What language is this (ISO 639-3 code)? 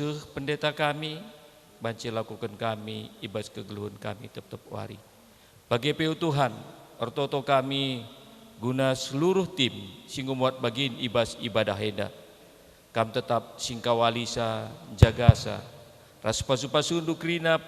btx